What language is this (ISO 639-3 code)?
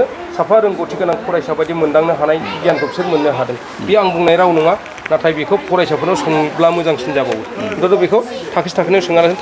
brx